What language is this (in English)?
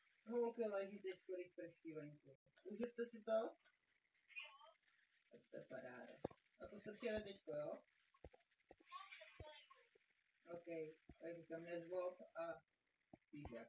Czech